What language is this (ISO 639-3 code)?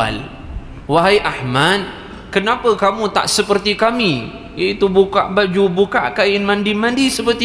msa